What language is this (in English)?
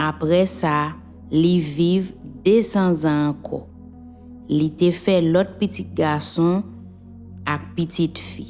Haitian Creole